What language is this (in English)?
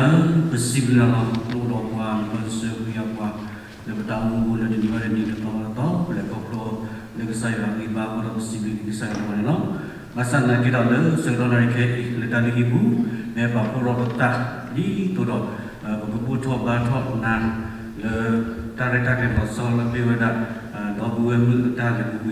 S'gaw Karen